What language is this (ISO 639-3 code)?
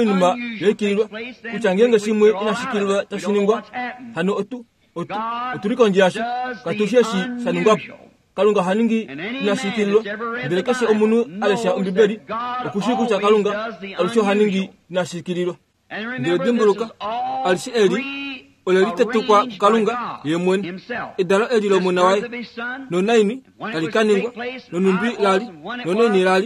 kua